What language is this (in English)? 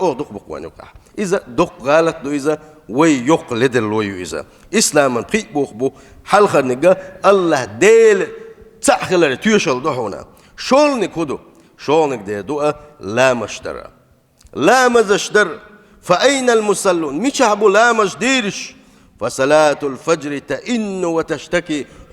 Chechen